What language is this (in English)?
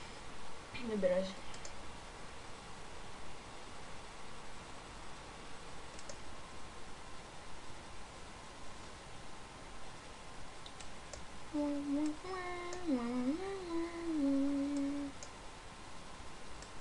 Greek